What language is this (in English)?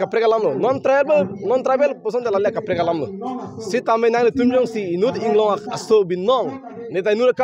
Karbi